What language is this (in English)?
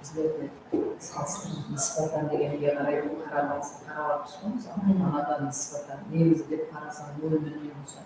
Kara-Kalpak